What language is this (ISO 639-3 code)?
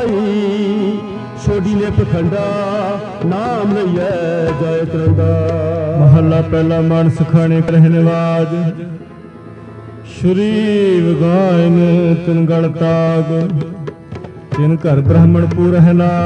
pan